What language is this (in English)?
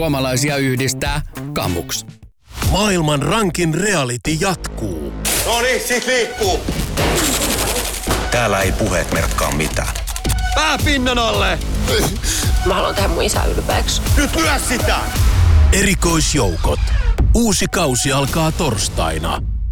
Finnish